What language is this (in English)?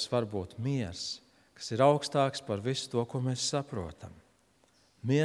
Latvian